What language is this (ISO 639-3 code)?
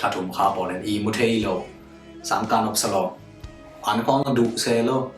ctd